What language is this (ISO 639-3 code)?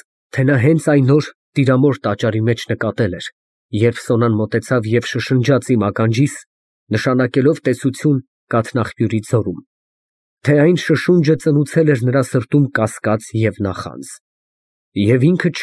hye